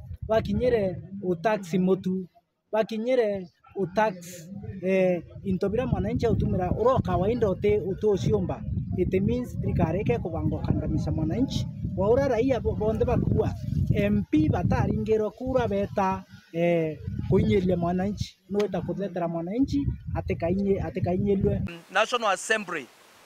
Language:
Meru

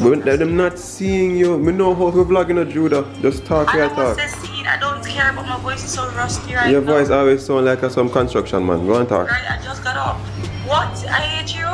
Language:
Jamaican Creole English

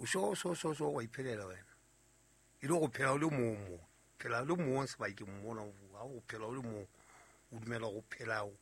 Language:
Southern Sotho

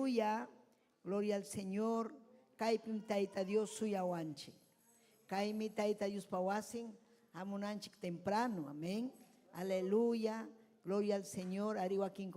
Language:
Ayacucho Quechua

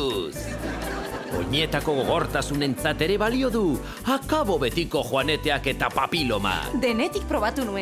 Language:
Basque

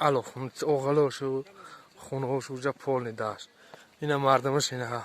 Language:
Tajik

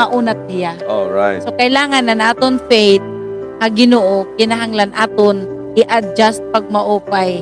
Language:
Waray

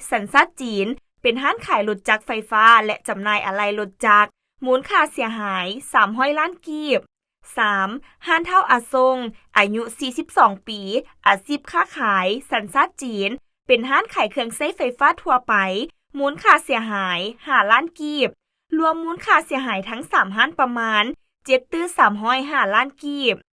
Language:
Lao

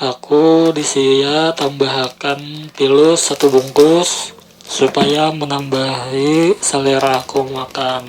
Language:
Banjar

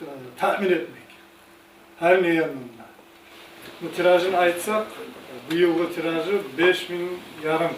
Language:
Kumyk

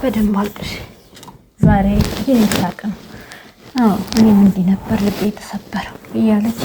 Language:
Amharic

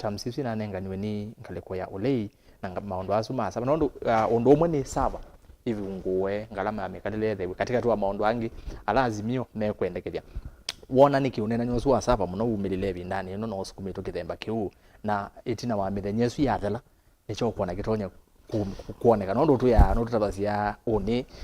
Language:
Kamba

